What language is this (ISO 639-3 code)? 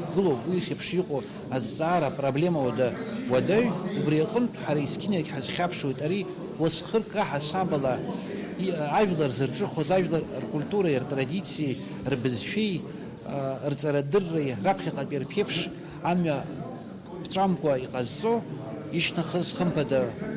abk